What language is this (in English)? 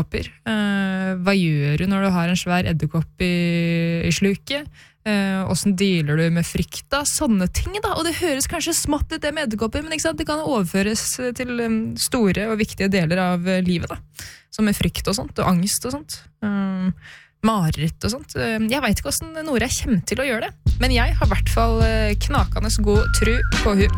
Norwegian